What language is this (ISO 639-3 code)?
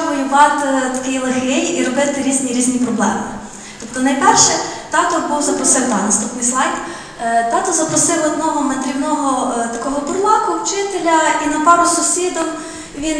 ukr